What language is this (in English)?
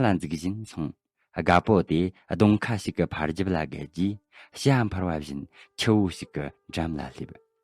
Tibetan